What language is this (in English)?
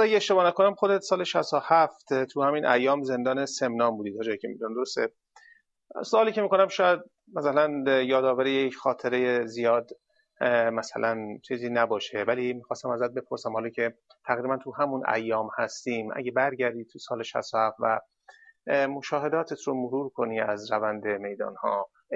Persian